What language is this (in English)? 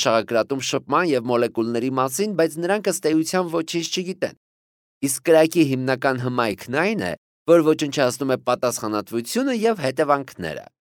Armenian